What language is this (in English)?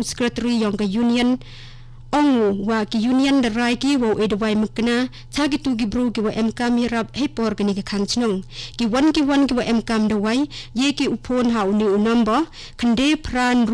Khasi